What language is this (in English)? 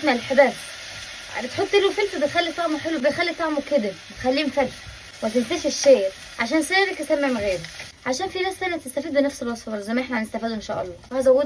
Egyptian Arabic